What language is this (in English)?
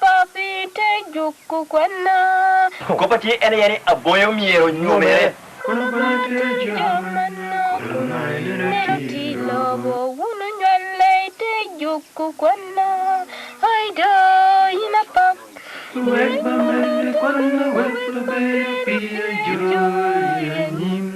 Lango (Uganda)